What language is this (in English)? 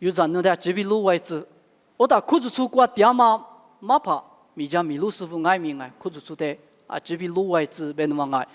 Lisu